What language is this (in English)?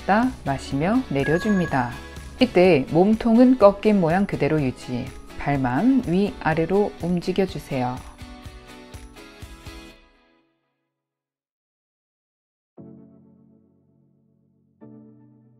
Korean